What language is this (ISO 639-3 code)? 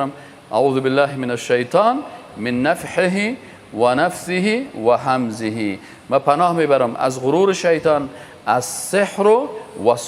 fas